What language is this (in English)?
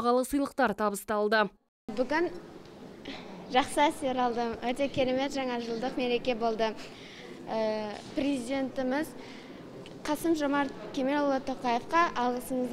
Kazakh